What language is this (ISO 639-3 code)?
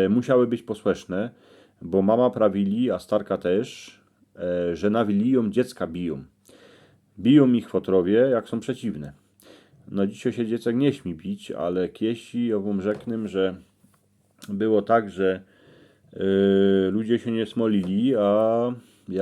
szl